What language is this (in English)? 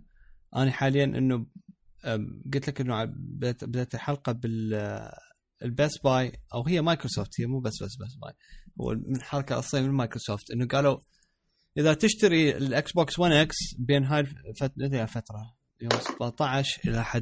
Mesopotamian Arabic